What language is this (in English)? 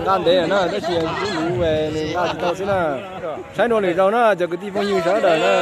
Hmong